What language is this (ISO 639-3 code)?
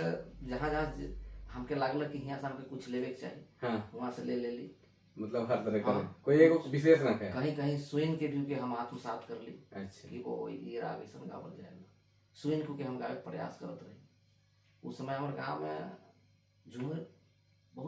sck